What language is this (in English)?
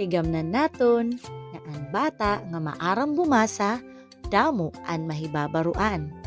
Waray